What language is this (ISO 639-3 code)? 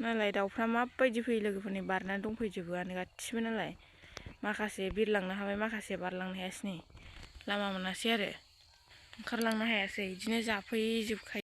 brx